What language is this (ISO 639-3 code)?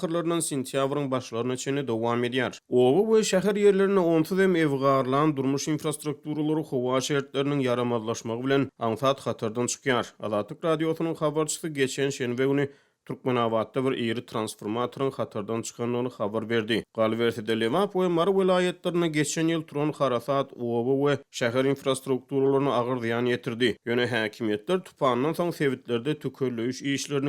tuk